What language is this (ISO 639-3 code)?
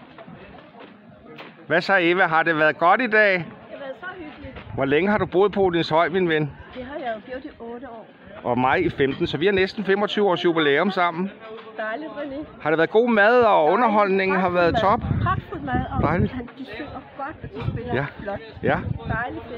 dan